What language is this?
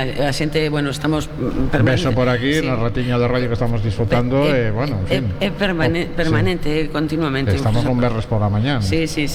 Galician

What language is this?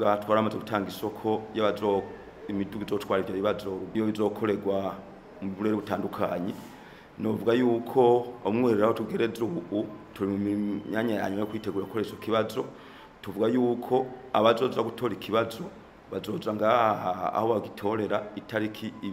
Rundi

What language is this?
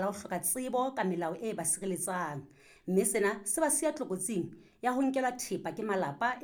Southern Sotho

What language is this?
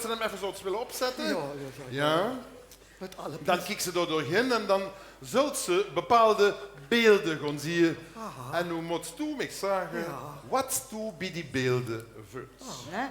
Limburgish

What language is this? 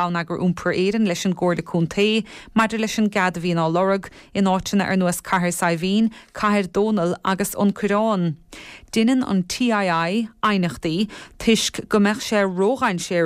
Irish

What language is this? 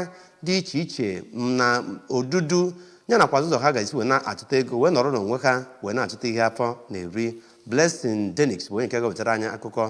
Igbo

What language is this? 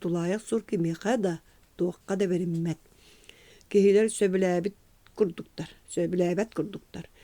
Yakut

